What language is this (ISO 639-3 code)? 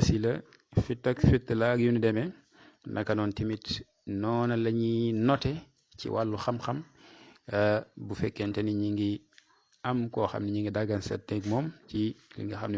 wol